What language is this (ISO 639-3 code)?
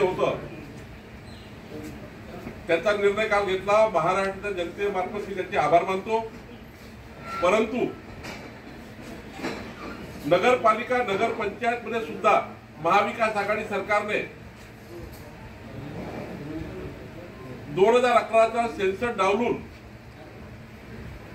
mar